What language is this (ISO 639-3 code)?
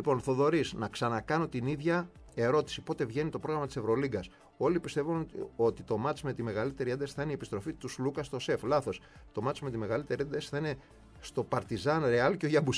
ell